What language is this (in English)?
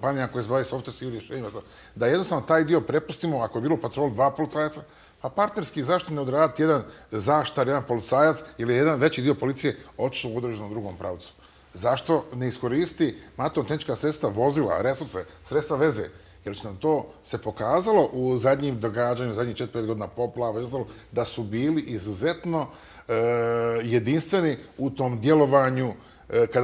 Bosnian